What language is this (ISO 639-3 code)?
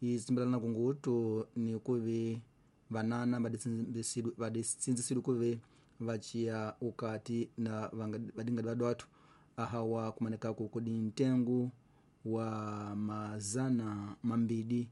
tso